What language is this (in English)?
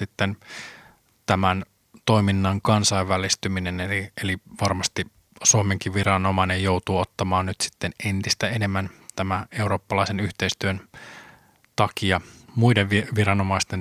Finnish